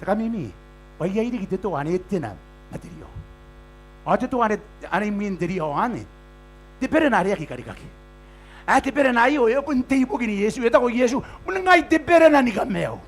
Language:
Gilbertese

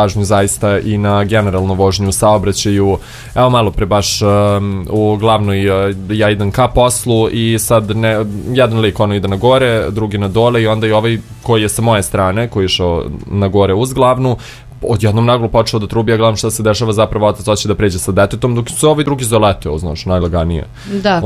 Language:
Serbian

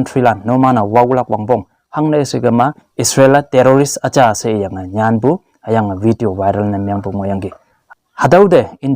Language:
Konyak Naga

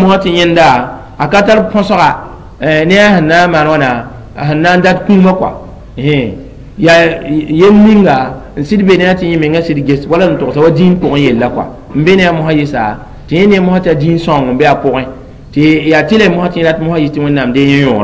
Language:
Mossi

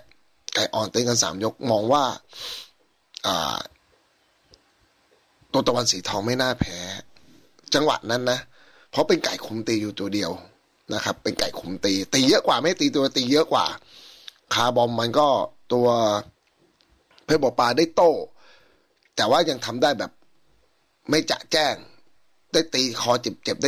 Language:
Thai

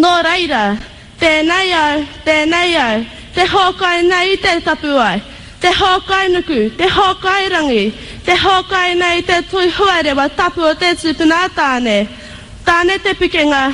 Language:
Māori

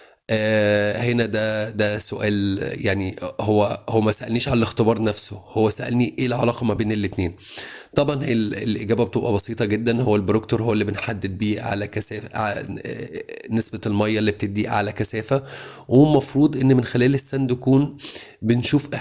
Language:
Egyptian Arabic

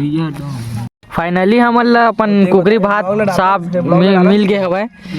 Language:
Chhattisgarhi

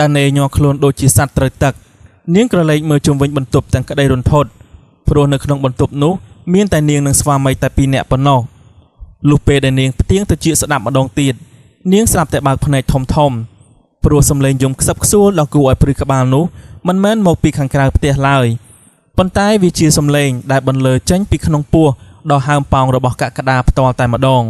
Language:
Khmer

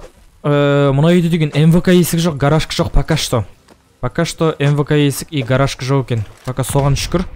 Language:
Kazakh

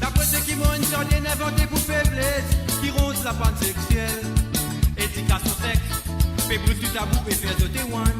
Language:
Morisyen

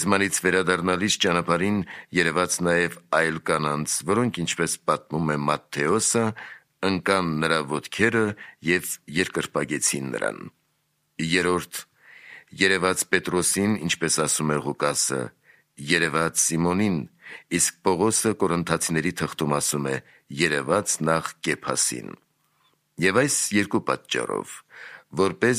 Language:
Armenian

